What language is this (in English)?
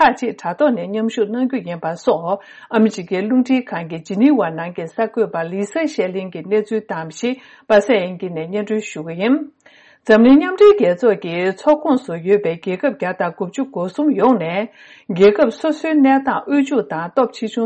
Tibetan